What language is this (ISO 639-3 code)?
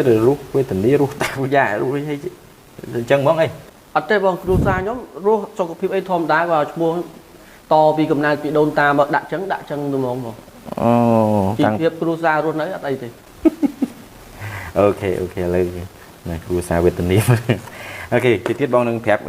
khm